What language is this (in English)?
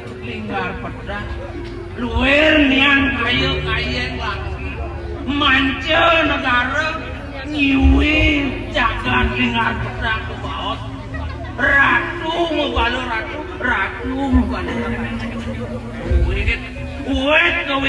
Balinese